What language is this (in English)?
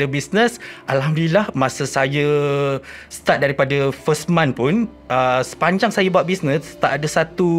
Malay